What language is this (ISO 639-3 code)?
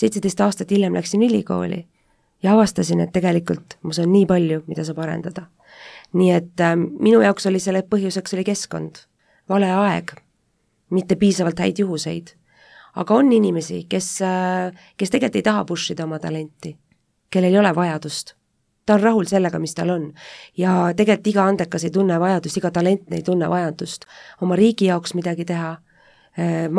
est